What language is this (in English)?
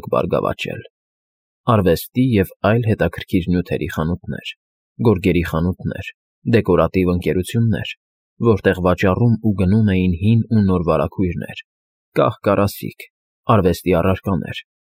Armenian